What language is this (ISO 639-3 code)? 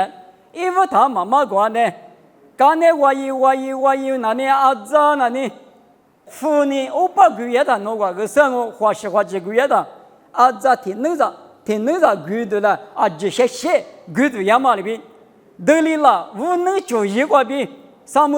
lis